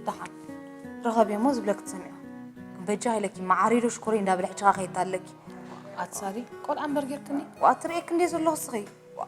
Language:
Tigrinya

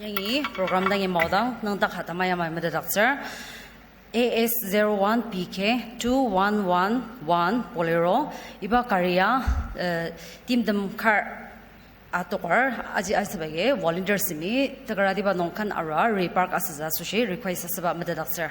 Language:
Ao Naga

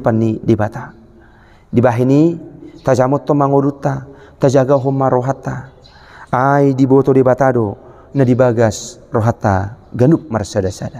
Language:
Batak Toba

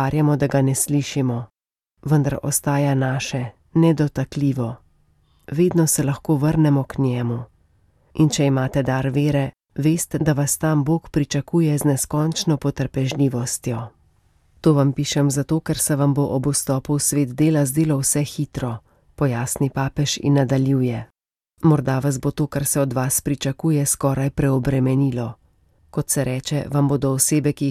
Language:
Slovenian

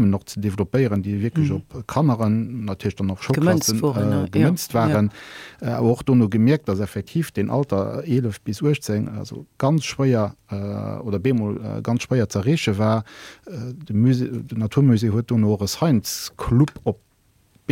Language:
Luxembourgish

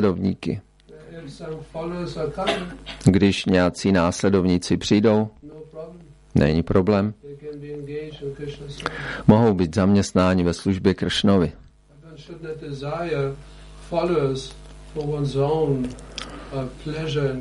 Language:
Czech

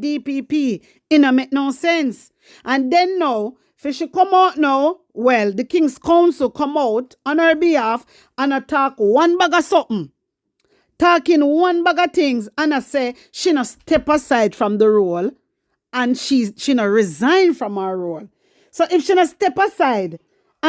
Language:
Jamaican Creole English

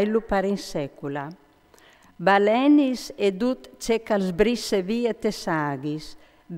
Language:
Friulian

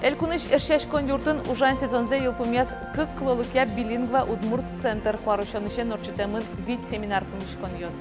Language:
Udmurt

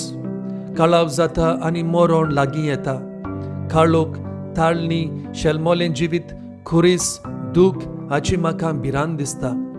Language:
Konkani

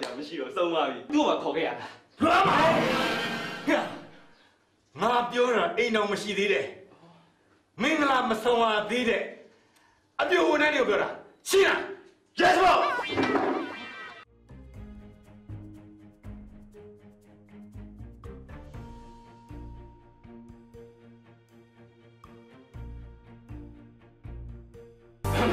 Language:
Burmese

